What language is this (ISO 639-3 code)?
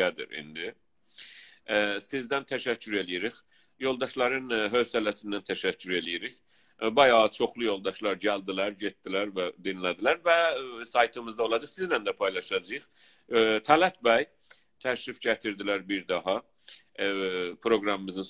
azb